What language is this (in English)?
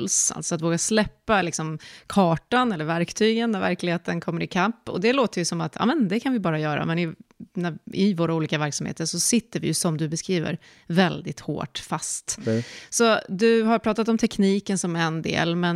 Swedish